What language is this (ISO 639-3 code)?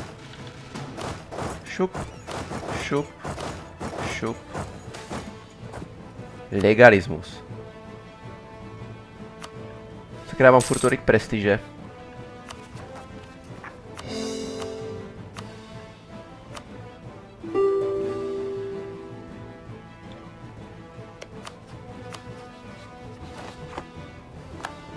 ces